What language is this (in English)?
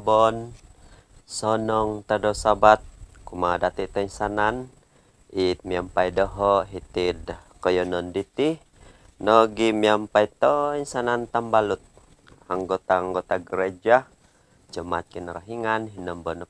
Central Dusun